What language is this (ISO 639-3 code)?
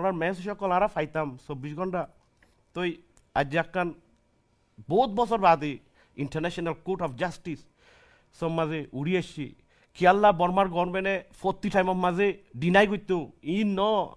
rhg